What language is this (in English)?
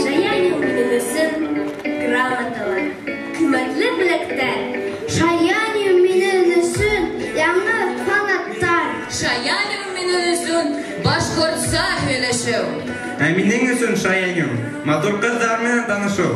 Bashkir